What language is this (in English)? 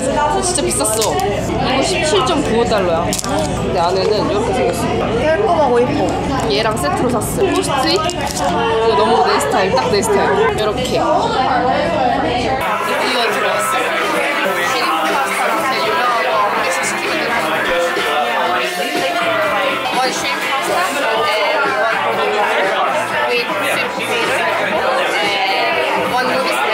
Korean